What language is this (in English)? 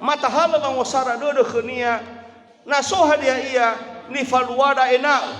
Nias